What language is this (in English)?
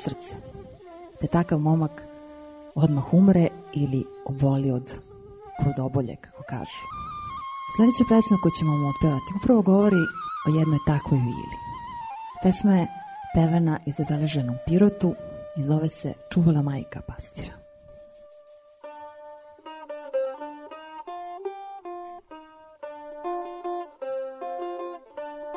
Serbian